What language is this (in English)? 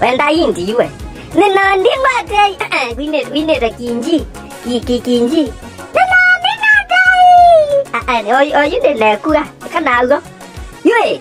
Kamba